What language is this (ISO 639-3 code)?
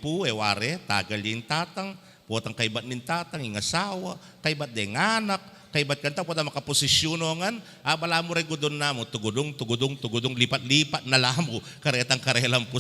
pam